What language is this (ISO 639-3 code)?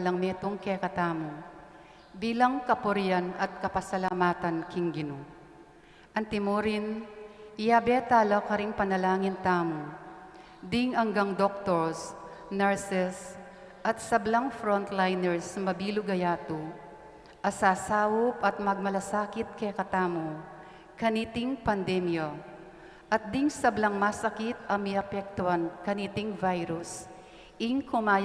pam